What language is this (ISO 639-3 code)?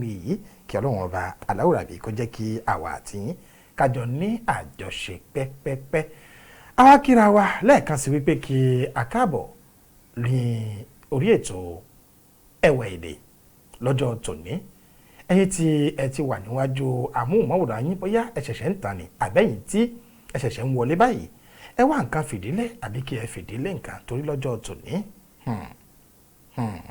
yor